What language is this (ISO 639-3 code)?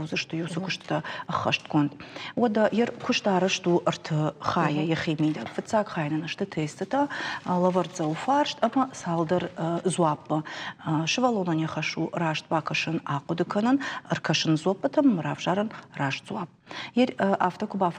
oss